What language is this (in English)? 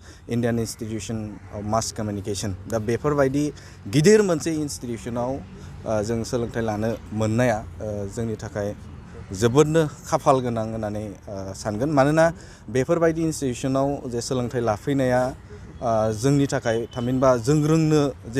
Bodo